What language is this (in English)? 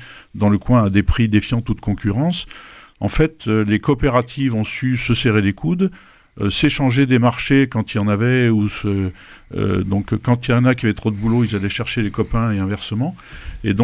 French